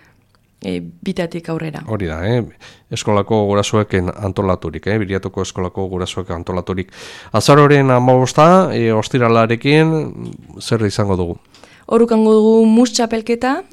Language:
Basque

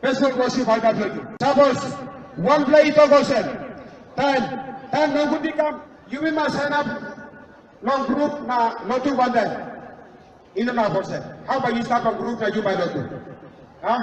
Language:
Tok Pisin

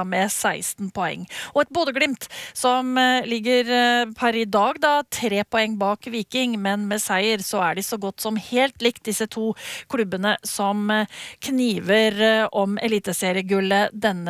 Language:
Norwegian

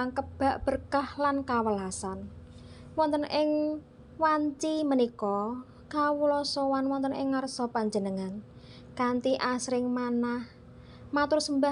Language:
Javanese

